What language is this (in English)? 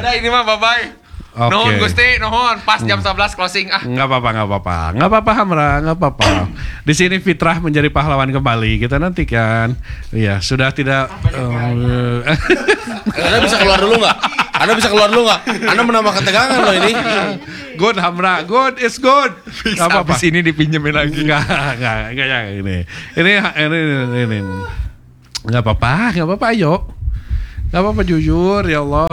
Indonesian